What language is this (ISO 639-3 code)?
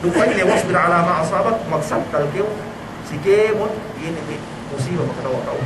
yka